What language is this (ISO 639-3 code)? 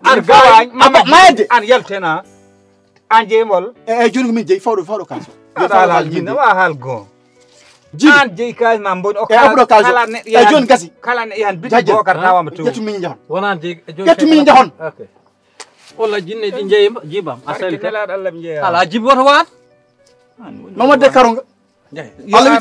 ful